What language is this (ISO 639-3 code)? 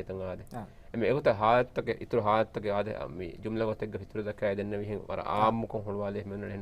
div